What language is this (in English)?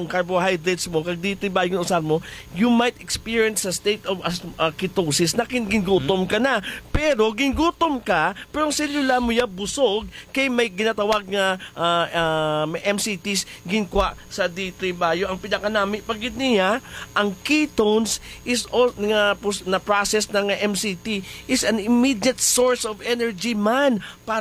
Hiligaynon